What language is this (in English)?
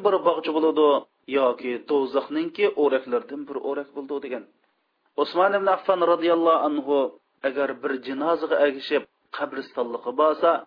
Uyghur